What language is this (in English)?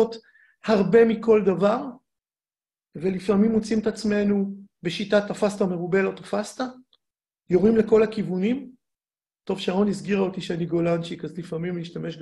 Hebrew